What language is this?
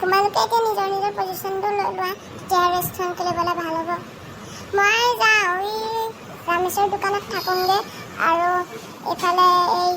Assamese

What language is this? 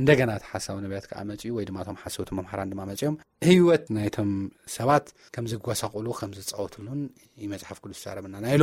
Tigrinya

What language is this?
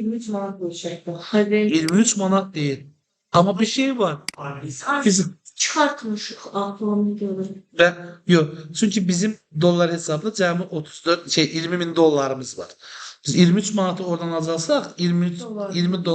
Azerbaijani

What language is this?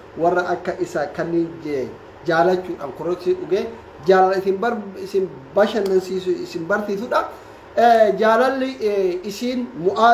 Oromo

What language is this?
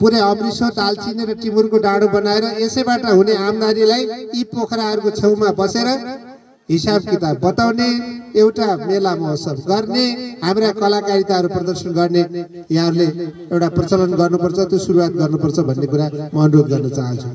Nepali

